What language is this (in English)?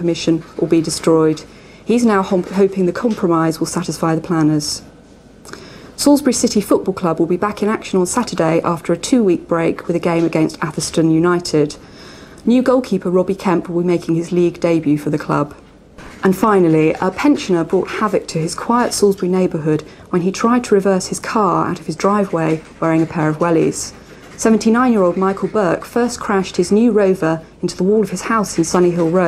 English